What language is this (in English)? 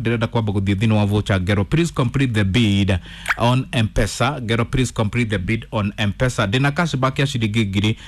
Kikuyu